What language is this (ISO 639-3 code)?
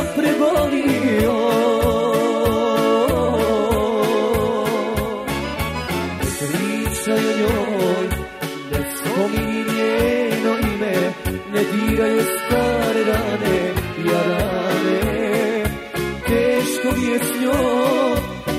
hrv